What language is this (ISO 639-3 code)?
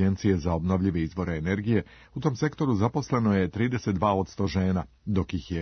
srp